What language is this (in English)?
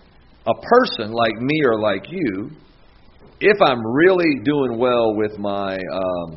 English